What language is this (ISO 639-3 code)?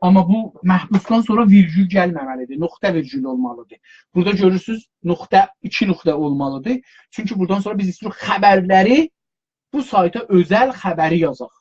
azb